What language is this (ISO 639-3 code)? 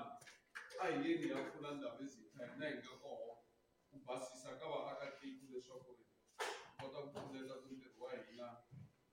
tso